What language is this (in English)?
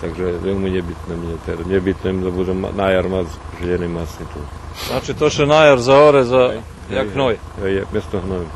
Rusyn